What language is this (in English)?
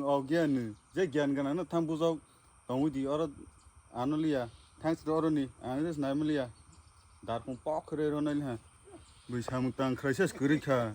Kok Borok